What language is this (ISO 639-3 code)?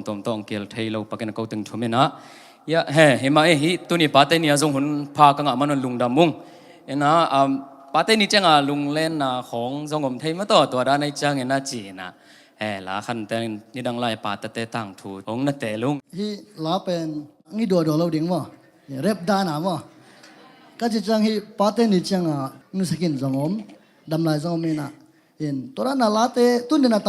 ctd